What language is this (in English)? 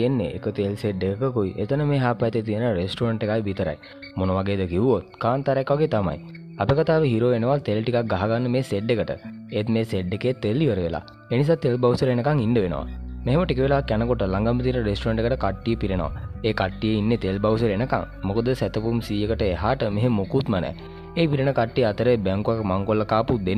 Sinhala